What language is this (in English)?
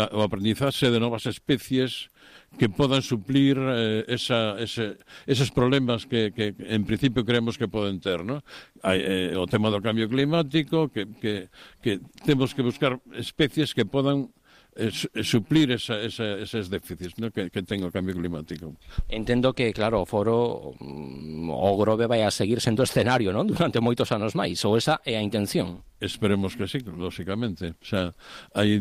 Galician